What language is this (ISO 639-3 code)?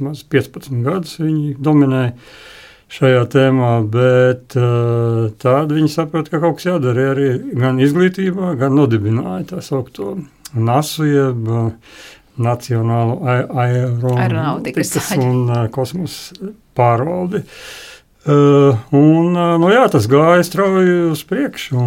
lav